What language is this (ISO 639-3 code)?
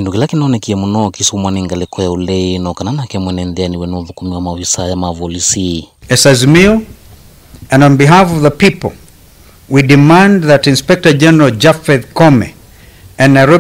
kam